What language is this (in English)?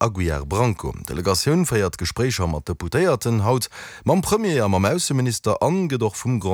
Luxembourgish